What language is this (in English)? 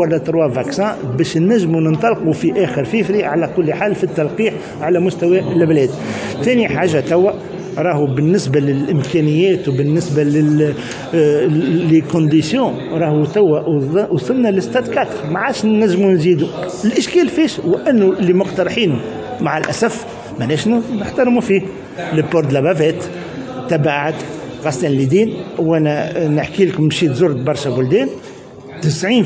Tunisian Arabic